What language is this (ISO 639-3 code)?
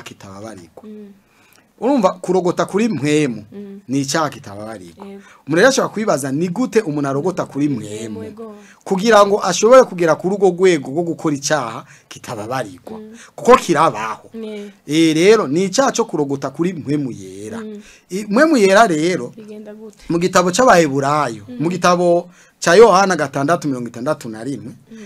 run